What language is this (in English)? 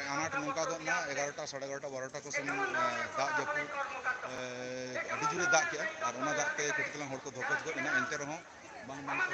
Santali